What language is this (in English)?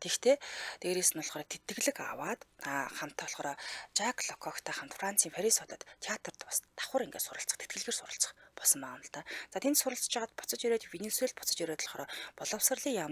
Mongolian